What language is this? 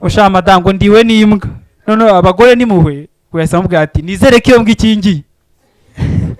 Kinyarwanda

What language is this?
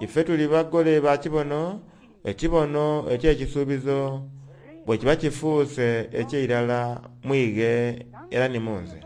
Soga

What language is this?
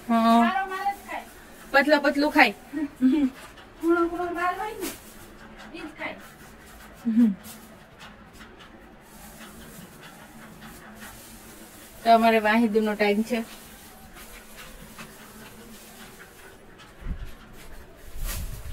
Gujarati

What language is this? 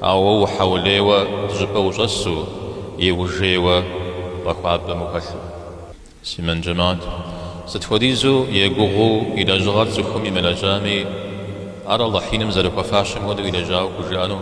Kabardian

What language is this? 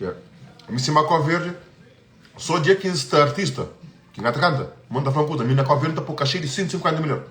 Kabuverdianu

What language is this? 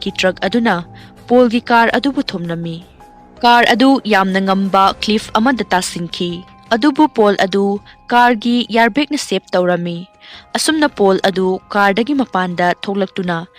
Manipuri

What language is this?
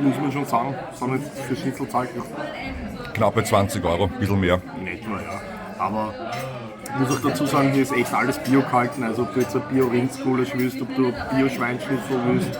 Bavarian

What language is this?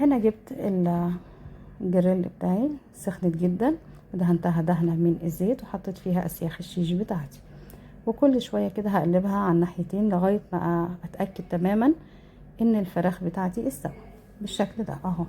Egyptian Arabic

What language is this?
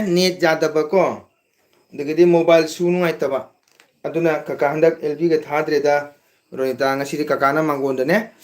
Manipuri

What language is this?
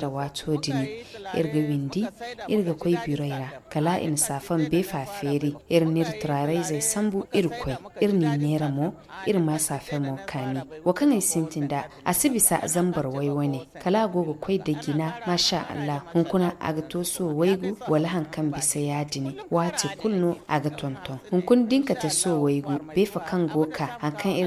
Zarma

